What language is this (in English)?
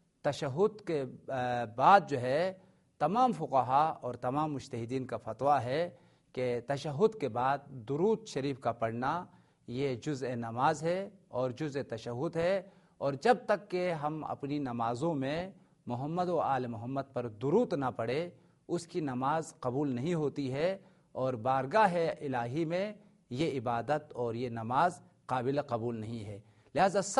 Urdu